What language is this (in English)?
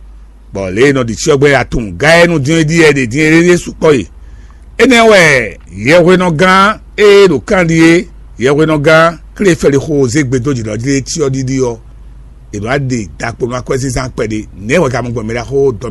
Fon